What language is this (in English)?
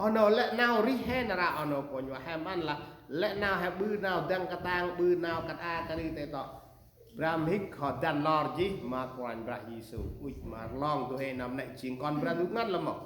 Central Mnong